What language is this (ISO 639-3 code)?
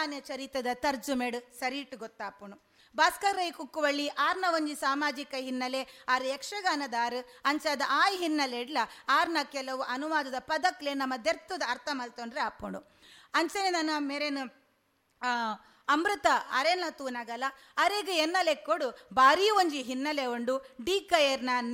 tcy